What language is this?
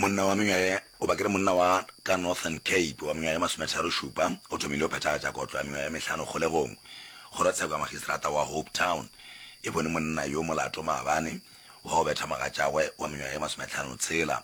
Northern Sotho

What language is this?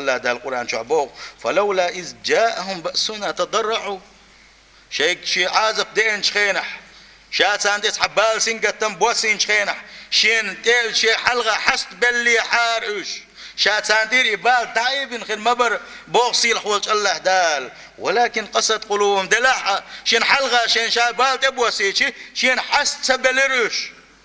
Chechen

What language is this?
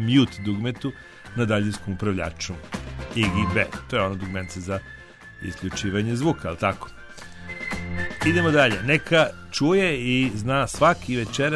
Serbian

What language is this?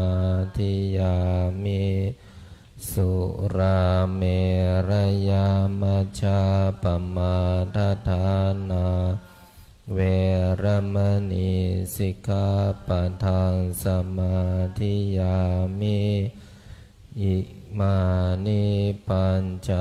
Pali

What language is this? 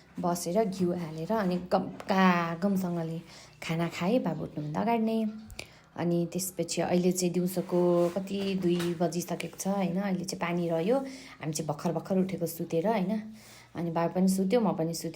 Nepali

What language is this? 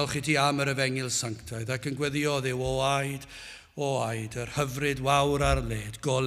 Welsh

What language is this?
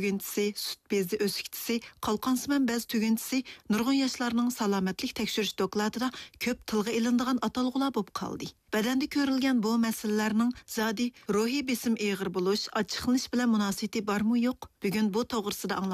Uyghur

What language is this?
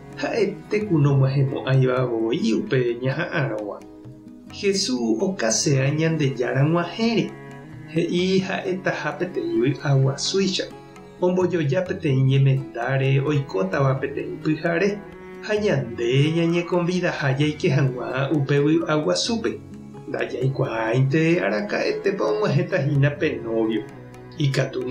Guarani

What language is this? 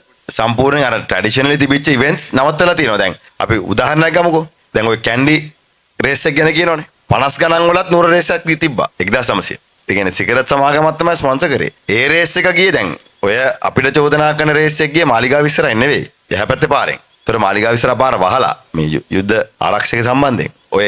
Sinhala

